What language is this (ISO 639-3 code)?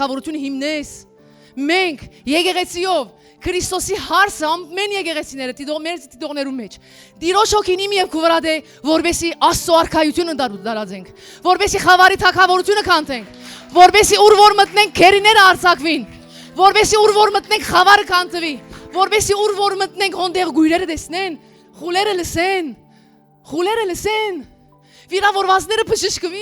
hyw